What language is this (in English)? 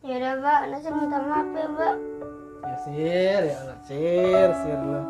Betawi